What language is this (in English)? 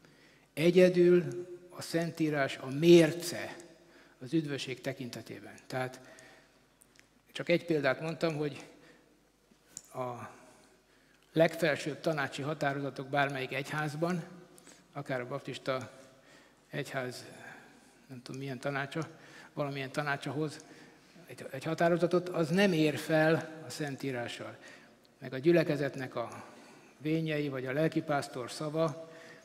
Hungarian